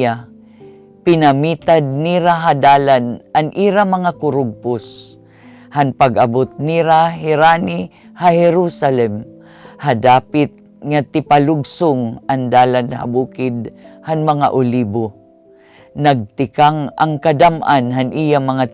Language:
Waray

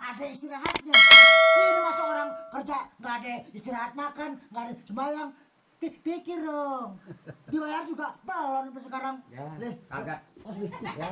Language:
Betawi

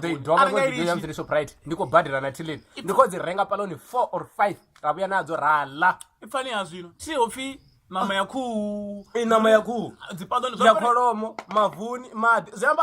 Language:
Venda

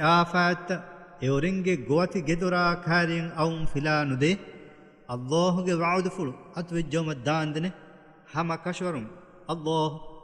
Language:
Divehi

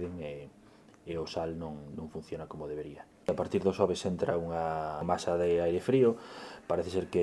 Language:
Galician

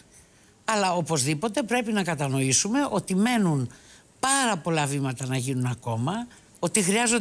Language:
Greek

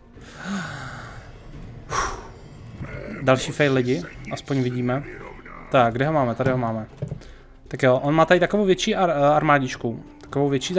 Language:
Czech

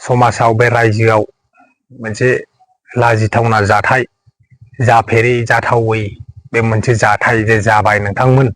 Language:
Bodo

